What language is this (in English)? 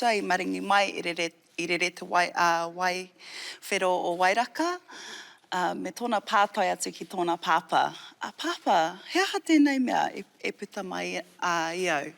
Māori